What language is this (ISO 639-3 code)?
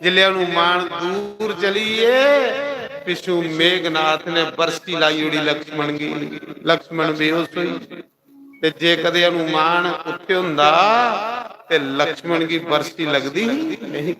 doi